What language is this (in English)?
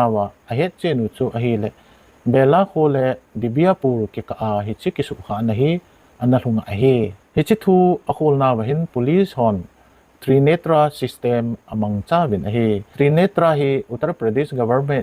Thado Chin